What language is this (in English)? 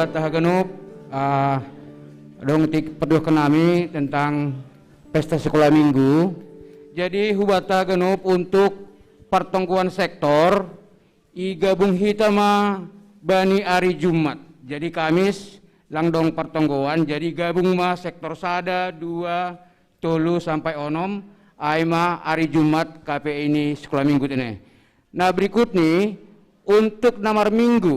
Batak Simalungun